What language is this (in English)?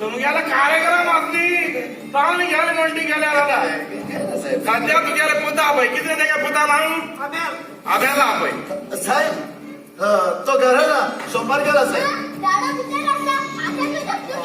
Konkani